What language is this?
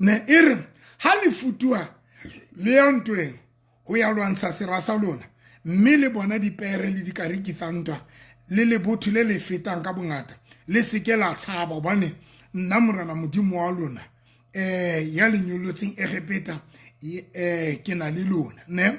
Southern Sotho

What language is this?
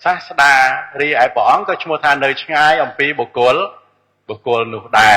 Khmer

